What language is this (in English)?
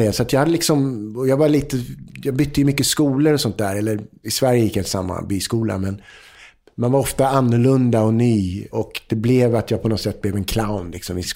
Swedish